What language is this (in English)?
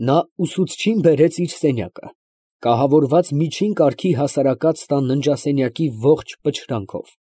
Armenian